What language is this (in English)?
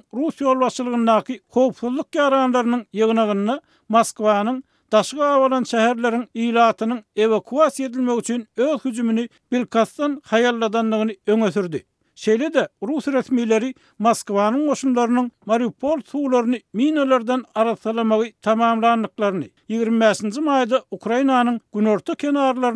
Turkmen